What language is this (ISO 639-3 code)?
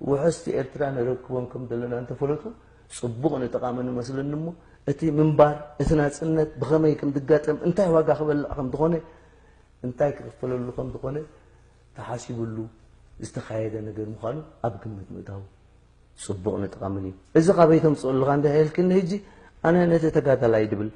tir